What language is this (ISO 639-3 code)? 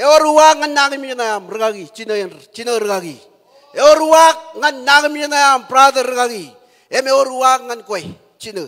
mah